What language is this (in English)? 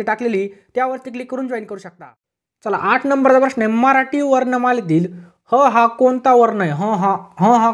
Marathi